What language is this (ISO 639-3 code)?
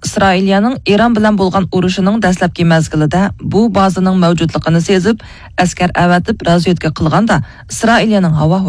uig